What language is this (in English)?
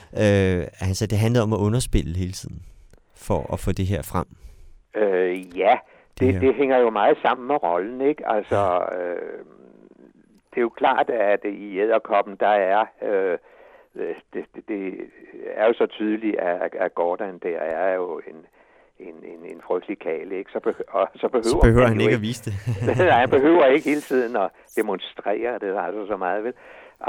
Danish